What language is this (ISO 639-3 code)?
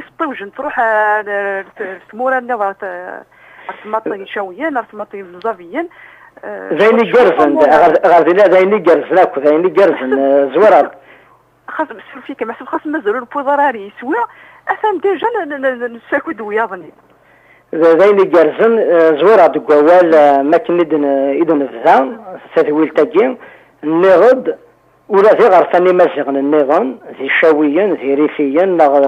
kab